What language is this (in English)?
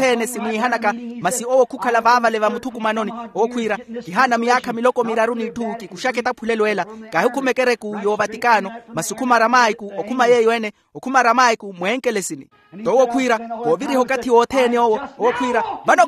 Makhuwa